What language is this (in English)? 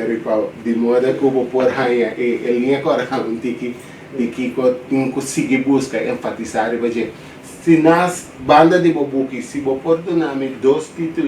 Papiamento